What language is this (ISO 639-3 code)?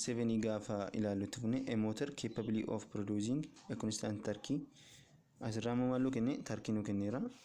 orm